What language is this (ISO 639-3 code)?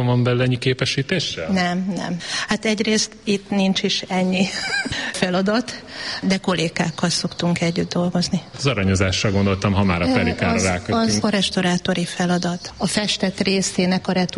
hun